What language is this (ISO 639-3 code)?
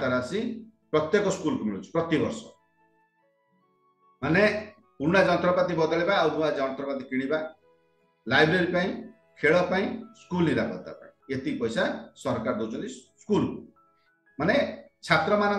ori